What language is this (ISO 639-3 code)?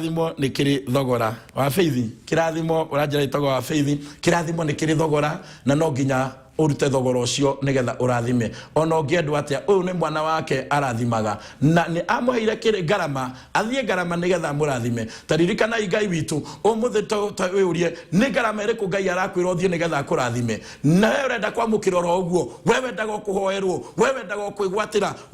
kik